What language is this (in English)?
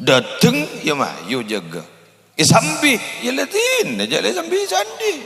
Madurese